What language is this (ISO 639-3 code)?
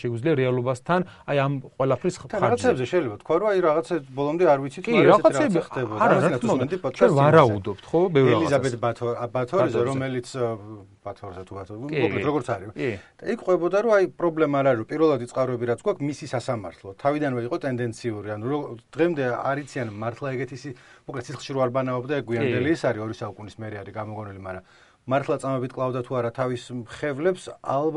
kat